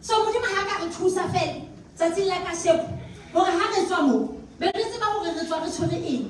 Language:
Southern Sotho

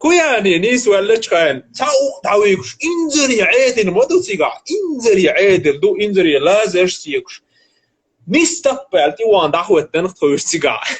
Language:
Chechen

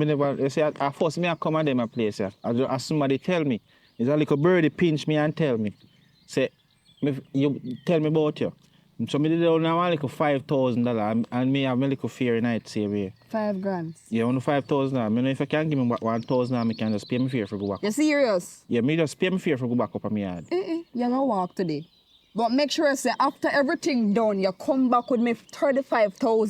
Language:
Jamaican Creole English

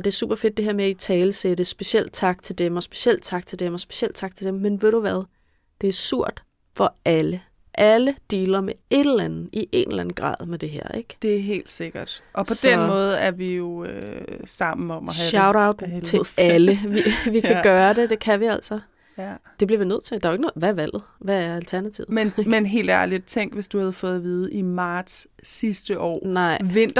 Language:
Danish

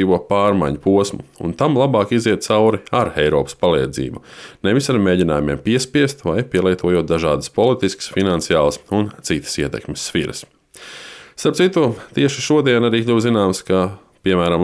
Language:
Latvian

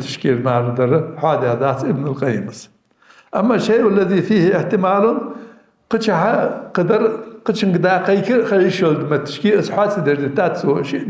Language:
Ingush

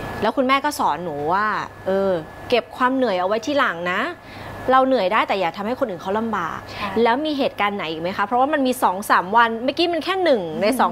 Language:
Thai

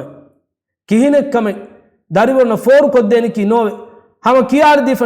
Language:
Divehi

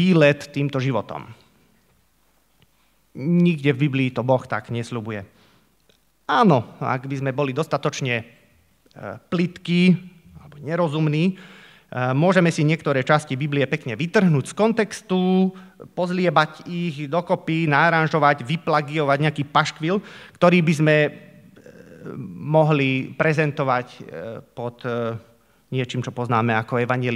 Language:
Slovak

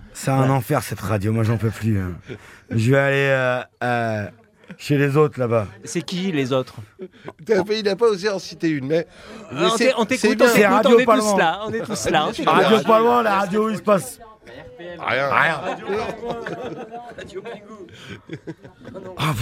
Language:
French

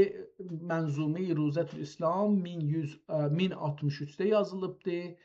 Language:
South Azerbaijani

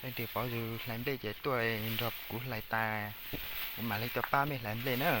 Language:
Hmong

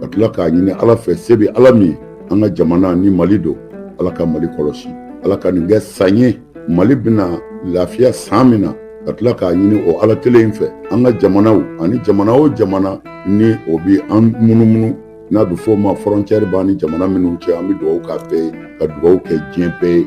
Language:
Bambara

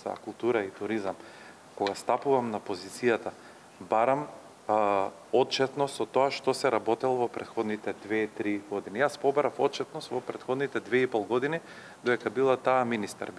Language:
Macedonian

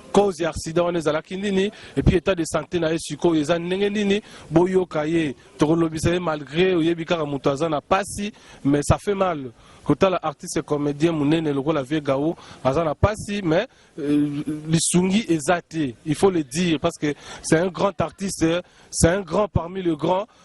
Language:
Lingala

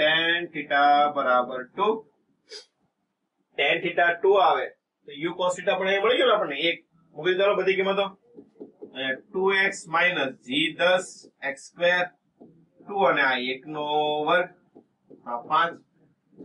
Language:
Gujarati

